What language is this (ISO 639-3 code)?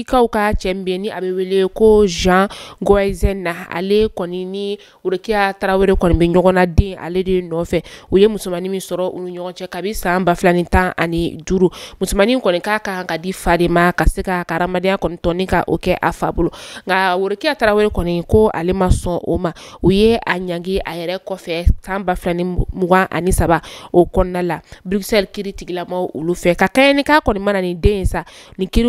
bam